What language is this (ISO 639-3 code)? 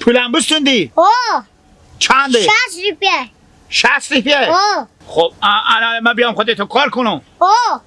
haz